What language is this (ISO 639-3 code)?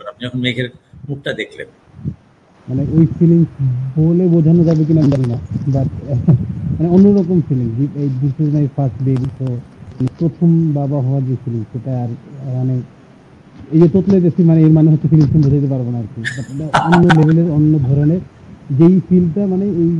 ben